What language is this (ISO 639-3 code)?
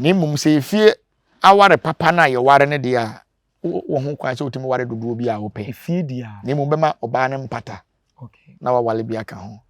aka